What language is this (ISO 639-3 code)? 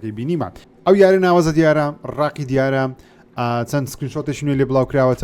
ckb